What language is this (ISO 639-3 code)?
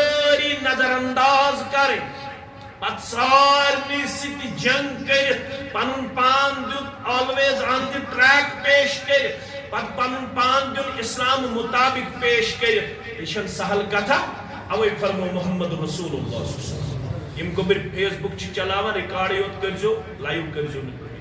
kas